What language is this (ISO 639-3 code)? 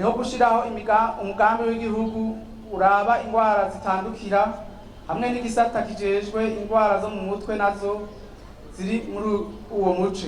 run